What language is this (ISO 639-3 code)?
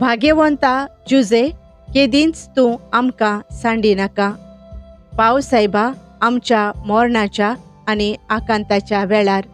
kok